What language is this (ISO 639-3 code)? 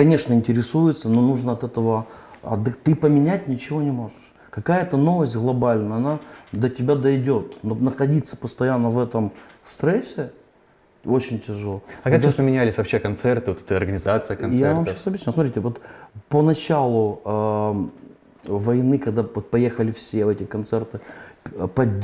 rus